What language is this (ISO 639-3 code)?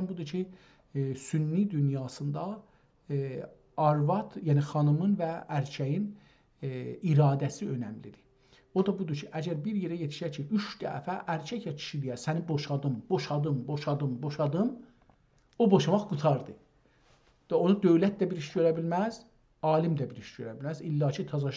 azb